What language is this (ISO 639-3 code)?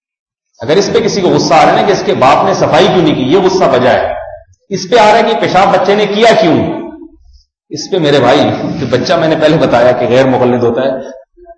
urd